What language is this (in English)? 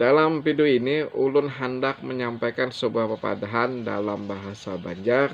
Banjar